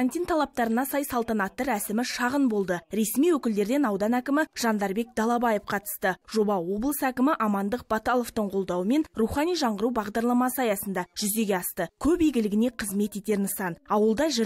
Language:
Kazakh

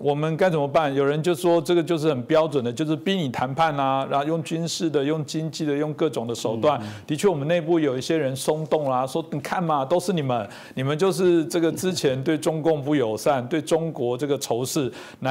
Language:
Chinese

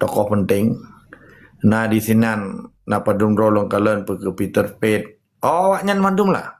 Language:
Achinese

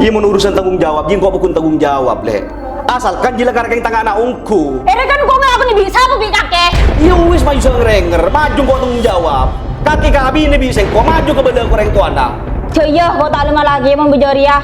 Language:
Madurese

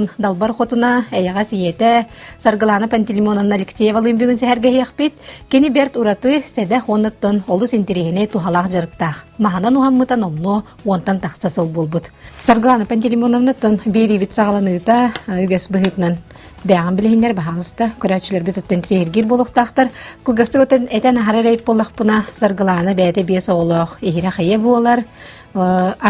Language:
Yakut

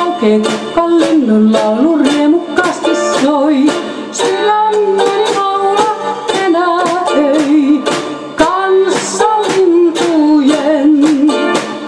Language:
Finnish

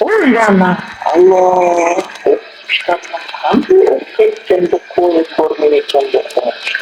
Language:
Crimean Tatar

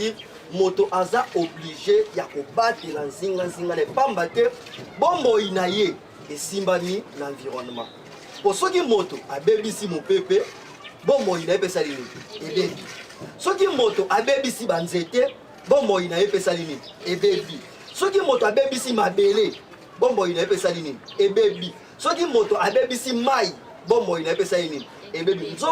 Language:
Lingala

